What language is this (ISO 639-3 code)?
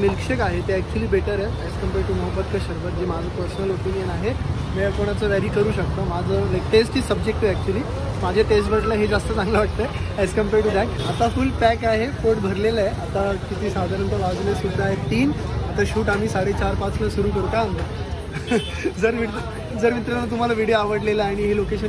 mar